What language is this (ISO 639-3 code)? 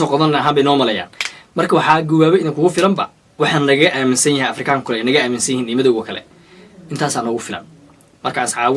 som